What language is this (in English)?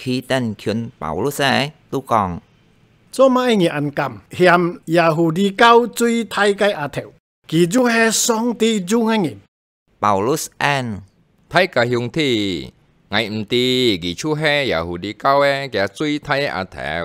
Hakka Chinese